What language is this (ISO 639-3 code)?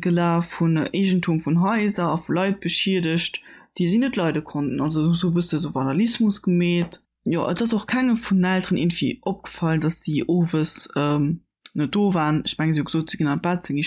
ltz